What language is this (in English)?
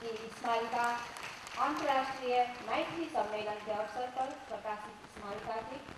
Maithili